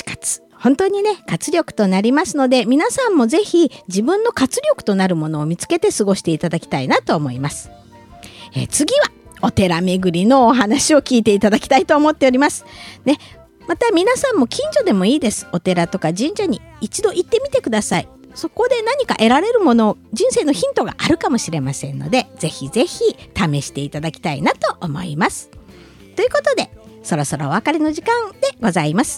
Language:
Japanese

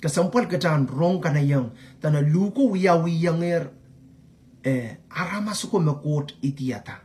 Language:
Pohnpeian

